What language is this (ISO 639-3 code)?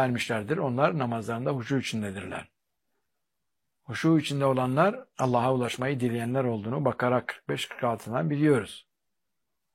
tur